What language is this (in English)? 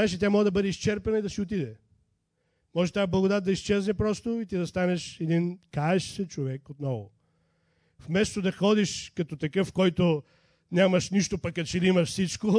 Bulgarian